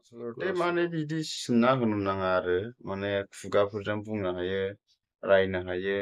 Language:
Bodo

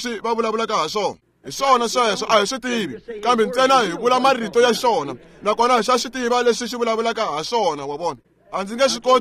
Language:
Tsonga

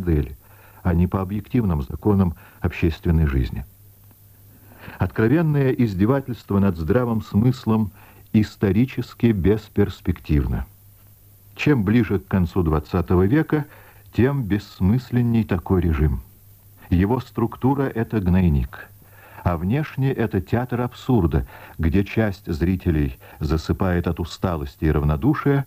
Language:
Russian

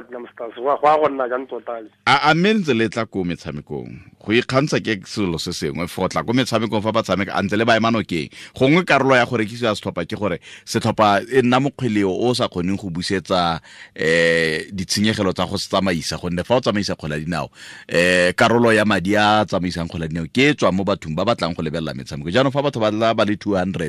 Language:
Tswana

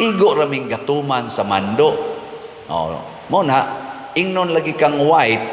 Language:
Cebuano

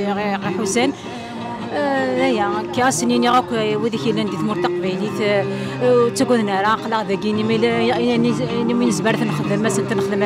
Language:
Kabyle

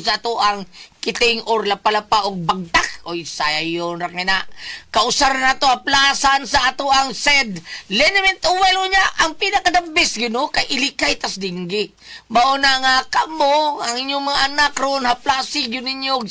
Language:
Cebuano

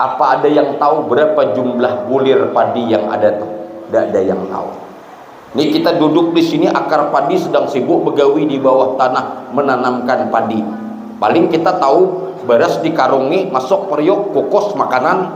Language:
Banjar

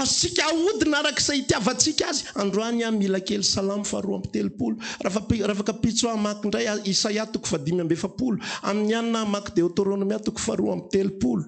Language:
Malagasy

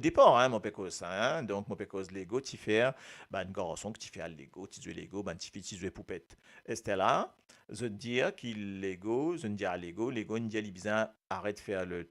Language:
Morisyen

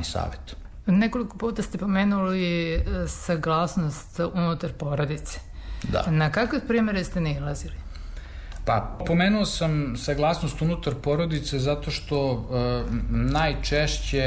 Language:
Serbian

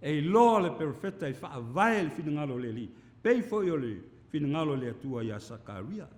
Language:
Samoan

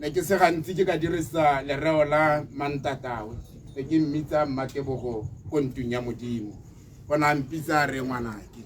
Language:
Tswana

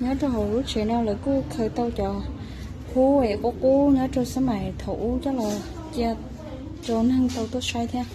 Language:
Hmong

